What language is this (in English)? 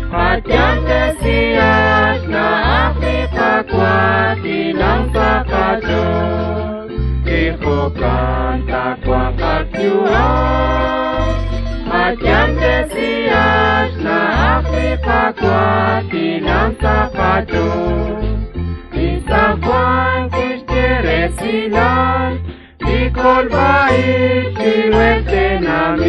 Kekchí